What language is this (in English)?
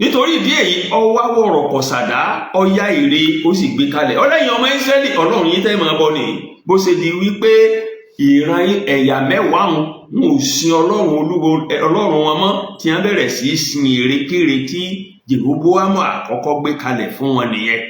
Yoruba